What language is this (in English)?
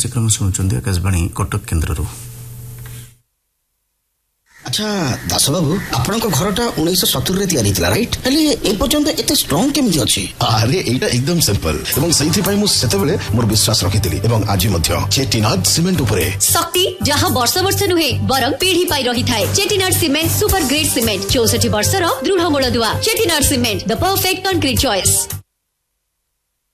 Odia